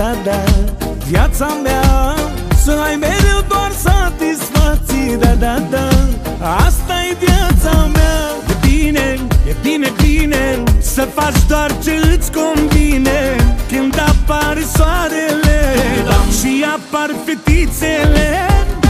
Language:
Romanian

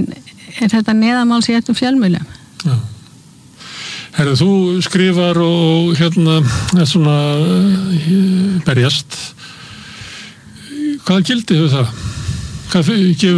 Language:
Icelandic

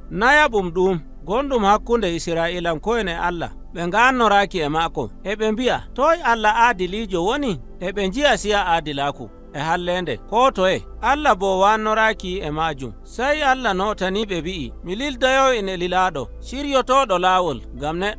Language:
Nigerian Fulfulde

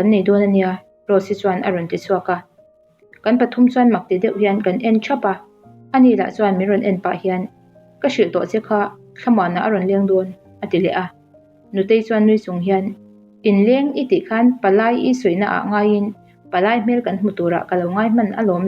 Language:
Mizo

